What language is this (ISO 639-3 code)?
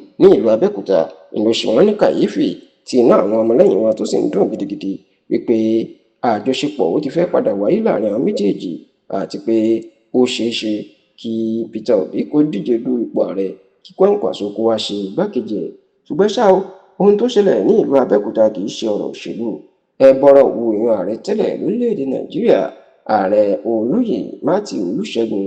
yor